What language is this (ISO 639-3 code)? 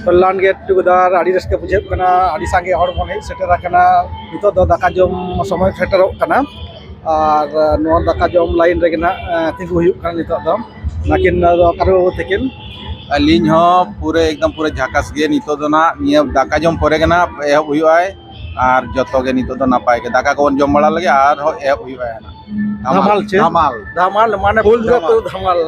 sat